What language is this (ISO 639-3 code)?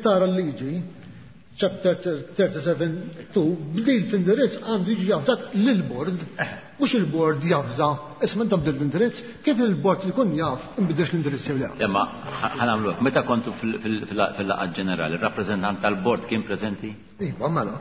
mlt